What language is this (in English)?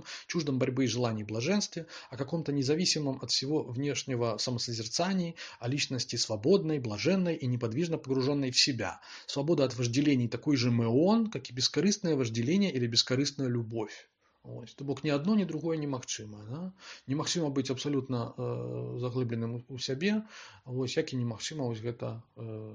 Belarusian